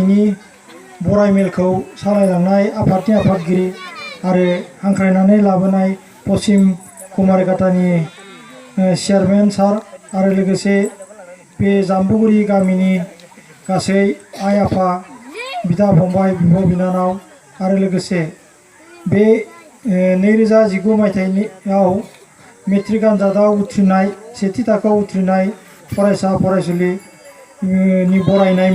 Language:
Bodo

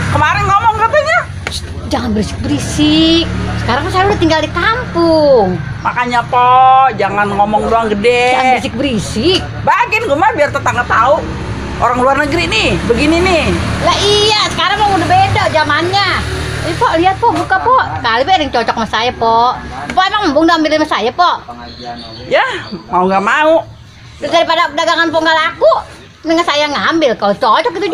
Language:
Betawi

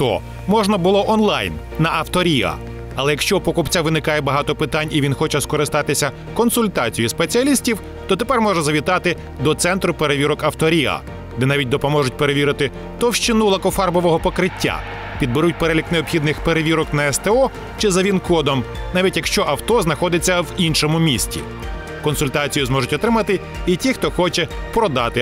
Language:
Ukrainian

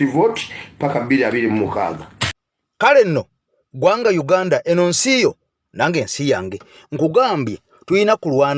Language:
Ganda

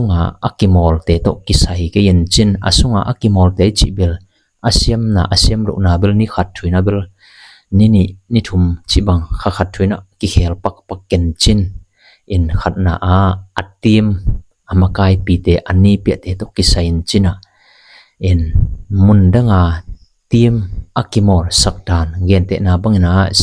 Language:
Tedim Chin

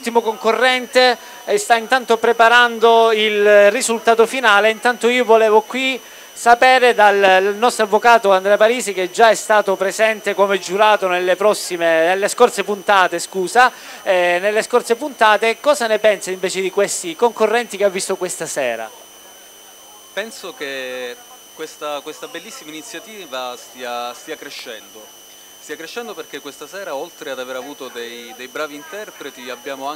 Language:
Italian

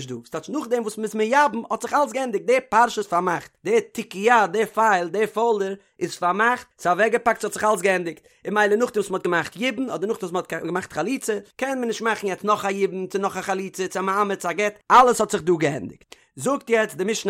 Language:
Yiddish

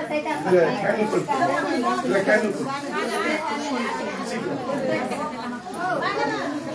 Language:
Kannada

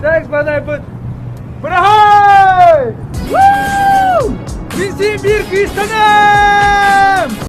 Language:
Yakut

